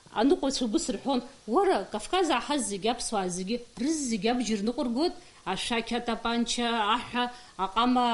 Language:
Abkhazian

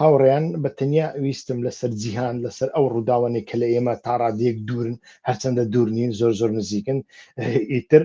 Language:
Central Kurdish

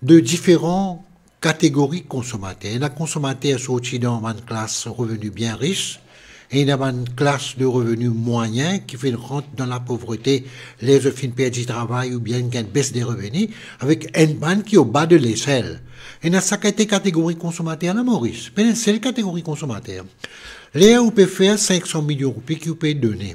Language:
Morisyen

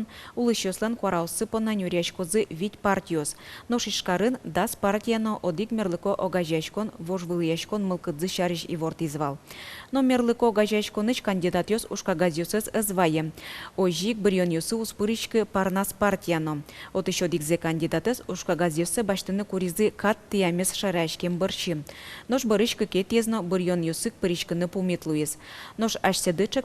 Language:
Udmurt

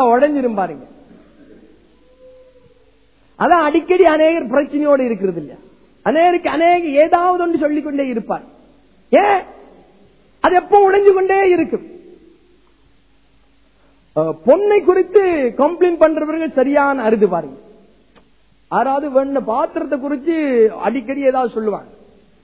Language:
Tamil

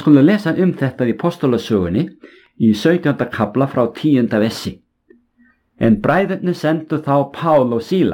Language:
Icelandic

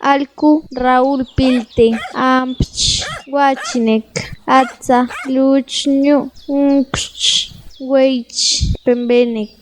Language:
Páez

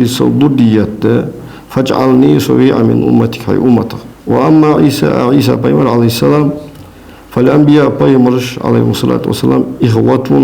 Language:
Ingush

